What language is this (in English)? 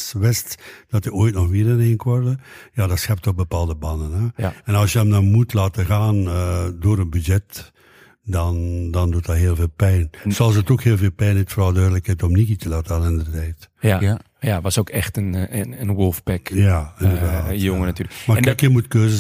Dutch